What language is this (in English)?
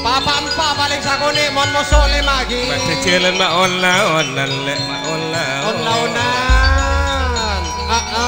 Madurese